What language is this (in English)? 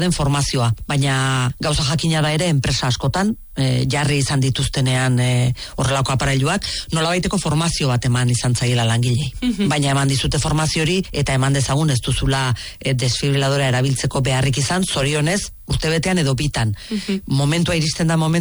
Basque